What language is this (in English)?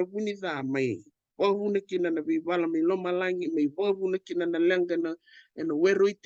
Fijian